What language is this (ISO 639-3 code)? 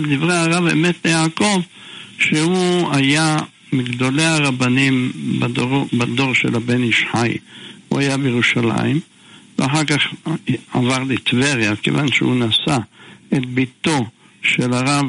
heb